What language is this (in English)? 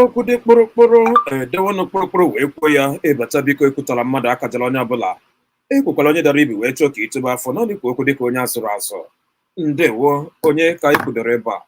Igbo